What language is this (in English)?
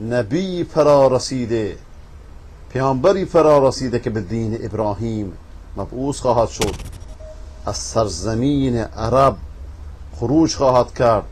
Persian